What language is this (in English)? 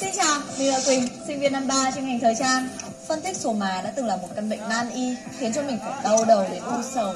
Hmong